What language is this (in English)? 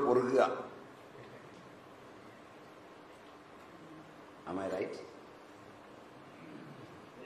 Malayalam